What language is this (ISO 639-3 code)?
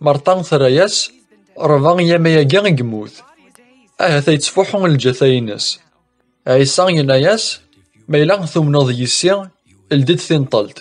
kab